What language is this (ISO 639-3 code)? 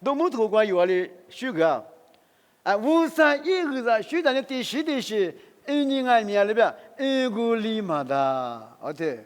lis